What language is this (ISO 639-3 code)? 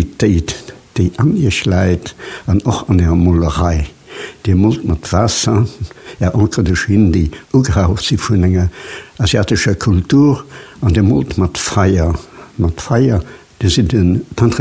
ltz